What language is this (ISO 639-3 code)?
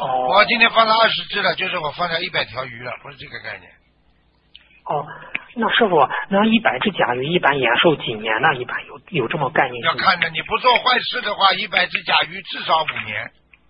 zho